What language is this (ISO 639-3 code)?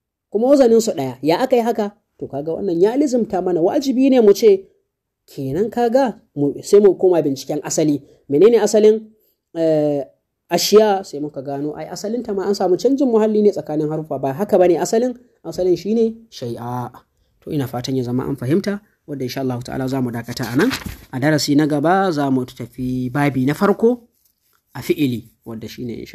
hau